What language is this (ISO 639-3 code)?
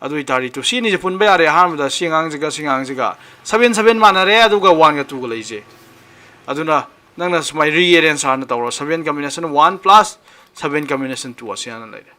mni